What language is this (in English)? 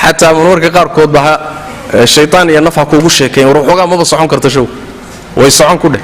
Somali